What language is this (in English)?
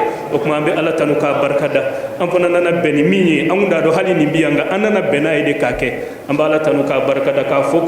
Bambara